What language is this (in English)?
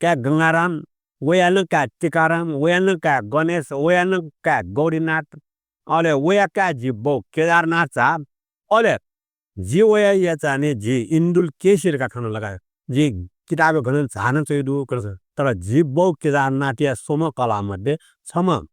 Newari